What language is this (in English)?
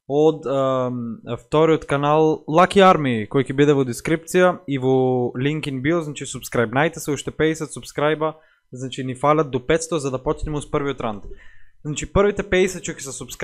Macedonian